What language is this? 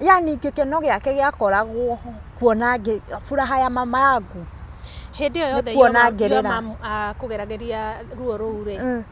Kikuyu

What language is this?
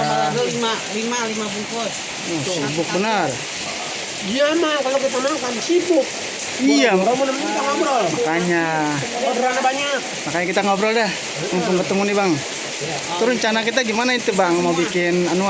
Betawi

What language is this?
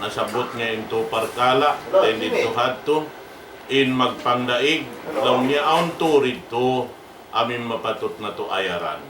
Tausug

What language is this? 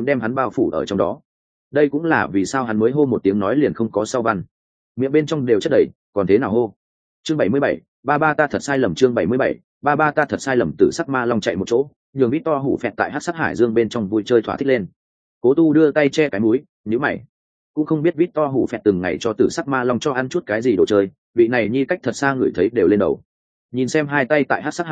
Vietnamese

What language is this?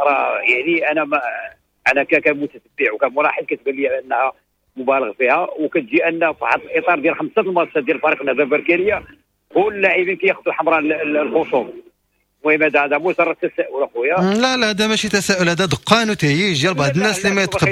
Moroccan Arabic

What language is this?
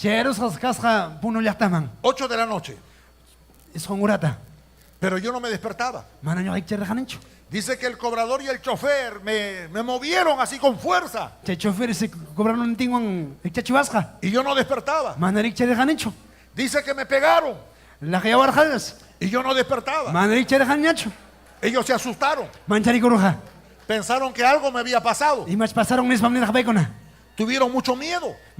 Ayacucho Quechua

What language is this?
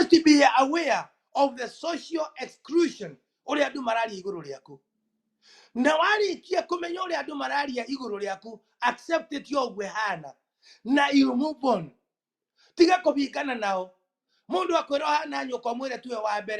Kikuyu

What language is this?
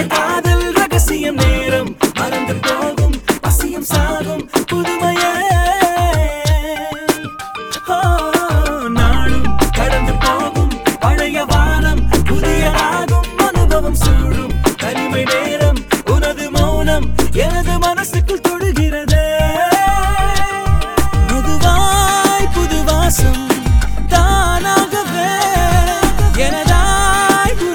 Tamil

